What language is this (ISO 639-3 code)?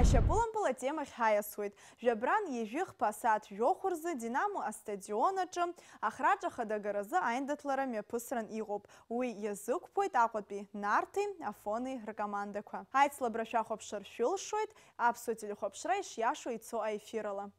abk